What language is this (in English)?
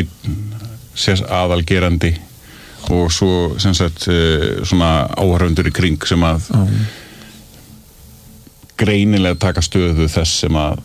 Icelandic